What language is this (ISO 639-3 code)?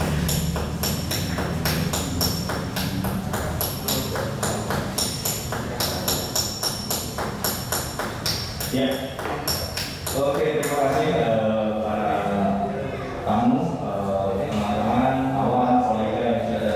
ind